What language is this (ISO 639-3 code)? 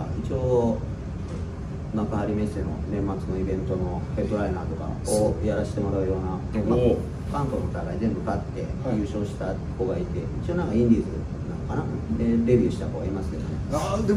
jpn